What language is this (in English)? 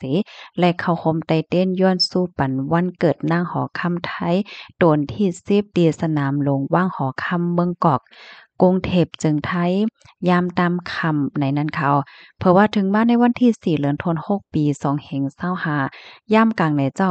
Shan